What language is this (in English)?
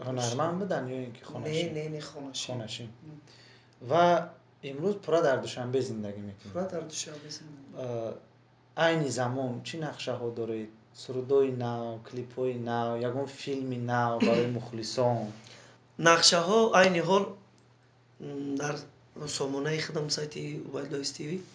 Tajik